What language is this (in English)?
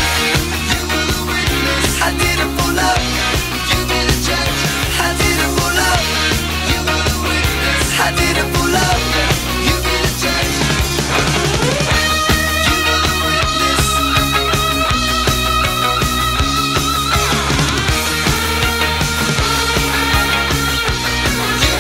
English